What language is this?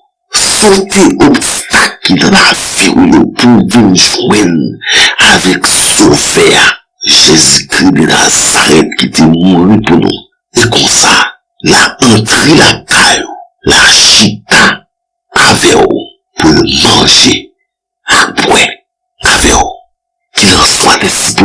Haitian Creole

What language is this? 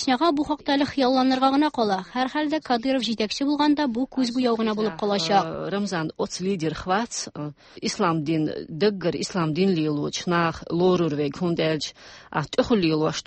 Tatar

